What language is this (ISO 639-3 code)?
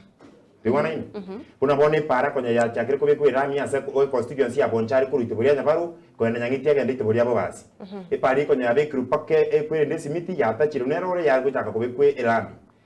guz